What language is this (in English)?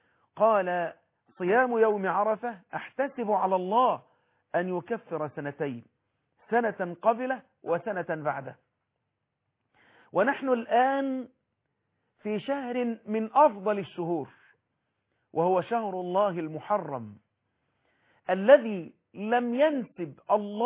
Arabic